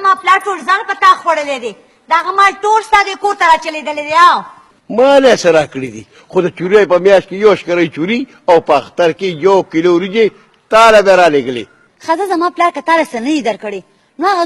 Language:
Pashto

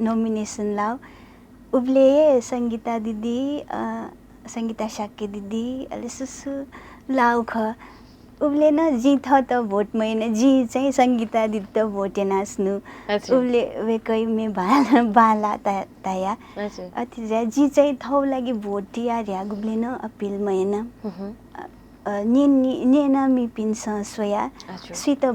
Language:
Newari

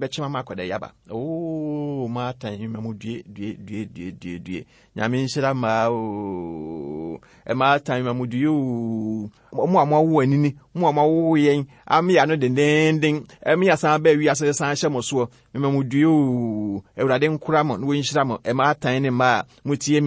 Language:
Akan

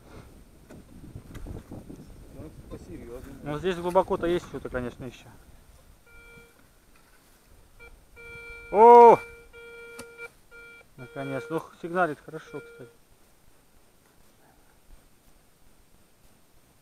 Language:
Russian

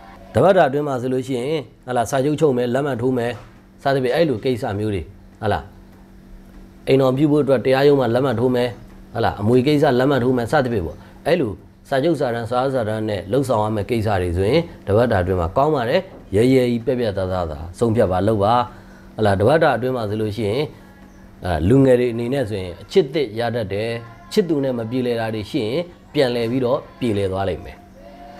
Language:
Burmese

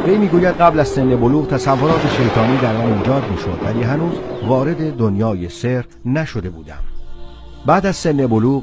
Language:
Tajik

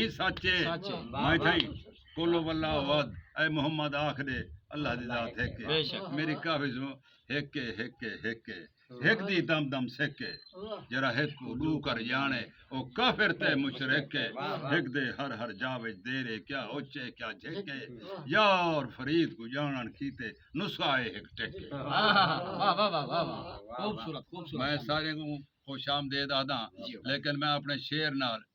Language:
Saraiki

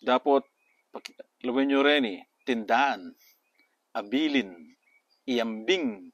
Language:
Pampanga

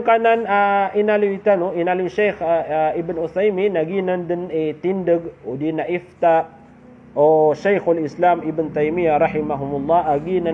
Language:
Maranao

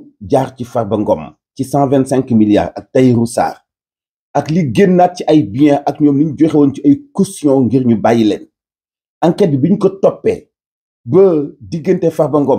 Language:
Wolof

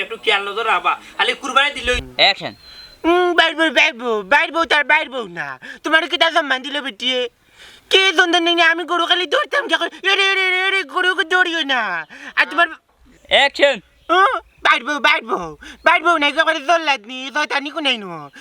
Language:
Sylheti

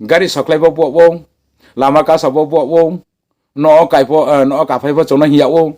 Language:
Riang (India)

